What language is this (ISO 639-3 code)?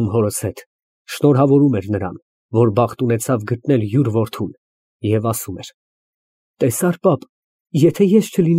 hye